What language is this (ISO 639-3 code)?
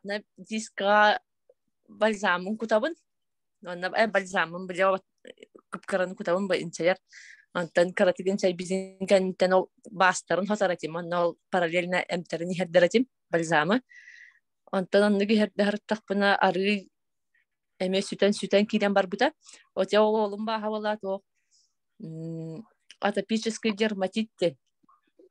sah